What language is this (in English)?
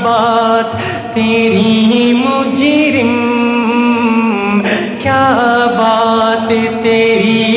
Urdu